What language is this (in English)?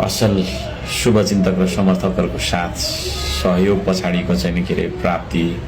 Nepali